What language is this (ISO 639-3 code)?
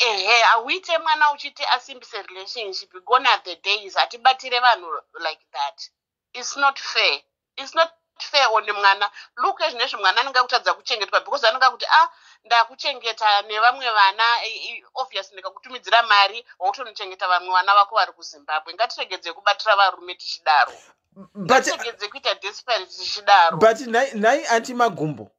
sna